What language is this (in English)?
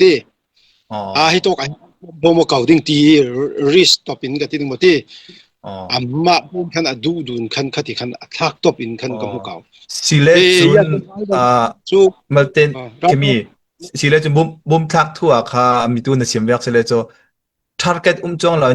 Falam Chin